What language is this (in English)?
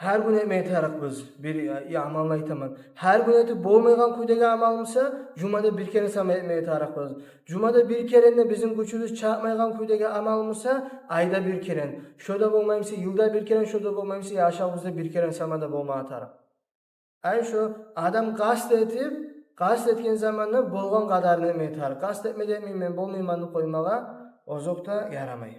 Kumyk